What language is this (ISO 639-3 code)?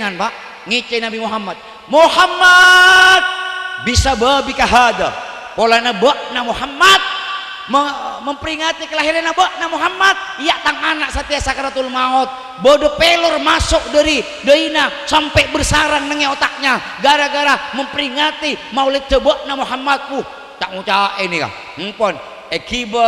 mad